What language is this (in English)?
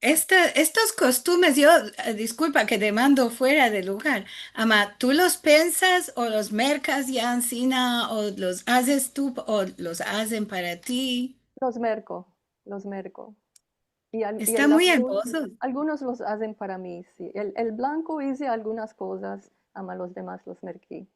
Ladino